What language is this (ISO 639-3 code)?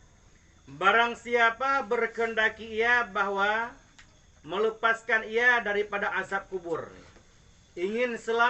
ace